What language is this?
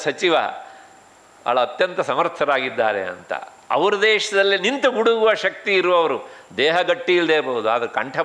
Kannada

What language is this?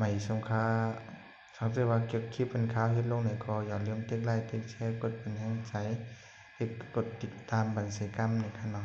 Shan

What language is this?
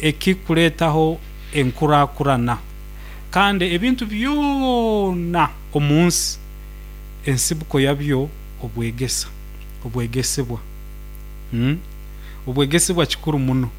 Nyoro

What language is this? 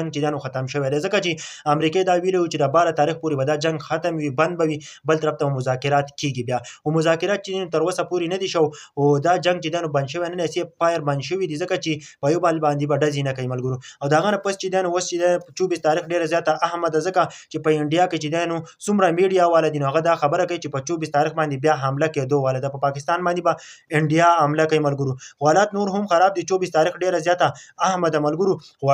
Pashto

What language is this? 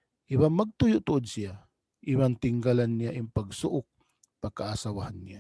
Tausug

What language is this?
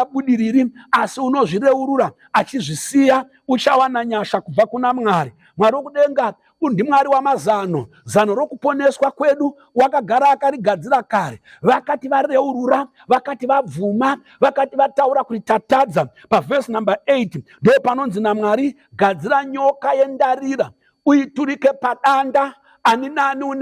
Shona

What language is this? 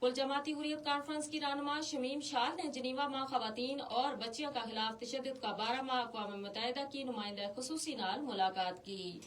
Gujari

